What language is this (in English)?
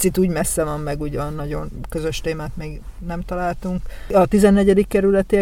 Hungarian